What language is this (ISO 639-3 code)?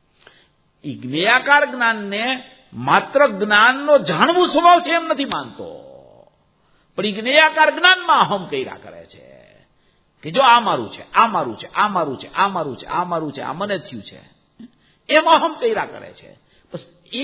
guj